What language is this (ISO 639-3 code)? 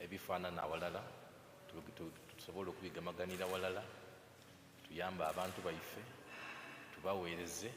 xog